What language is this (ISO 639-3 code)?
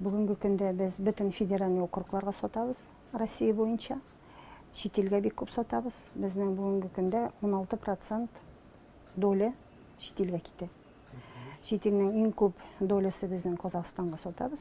tat